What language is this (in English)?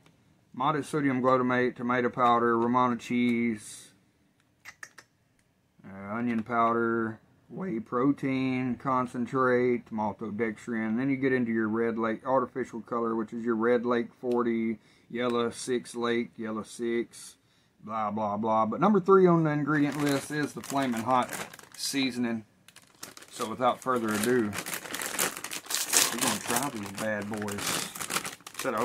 English